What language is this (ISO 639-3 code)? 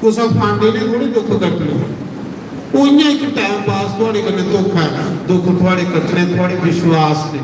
doi